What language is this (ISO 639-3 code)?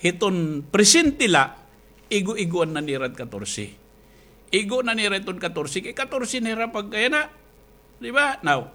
war